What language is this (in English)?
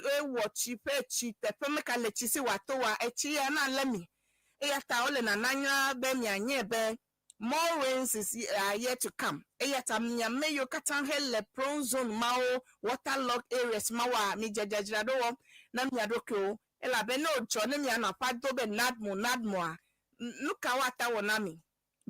Ewe